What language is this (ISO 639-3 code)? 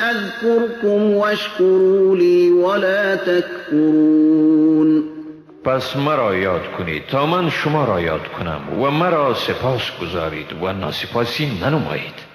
fas